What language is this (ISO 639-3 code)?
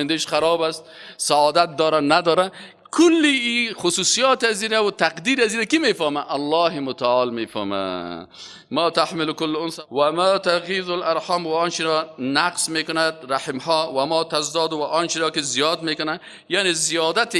fas